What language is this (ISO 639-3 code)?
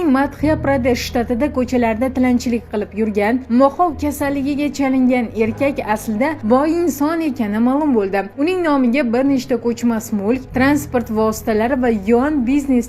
uzb